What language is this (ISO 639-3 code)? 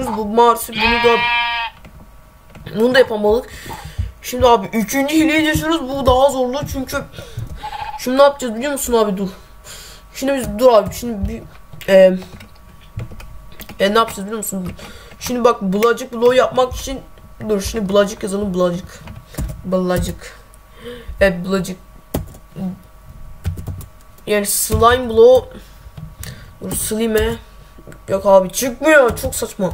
tur